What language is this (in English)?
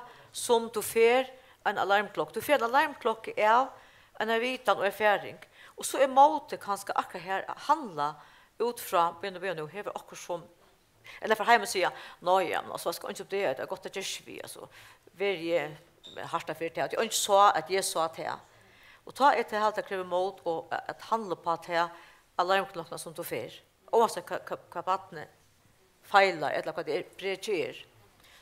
Faroese